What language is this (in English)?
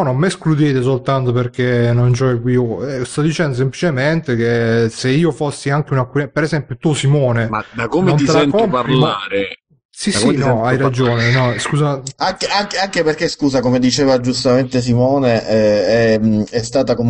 Italian